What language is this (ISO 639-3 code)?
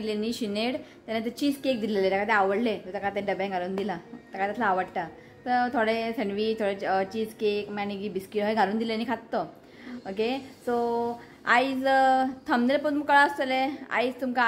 kok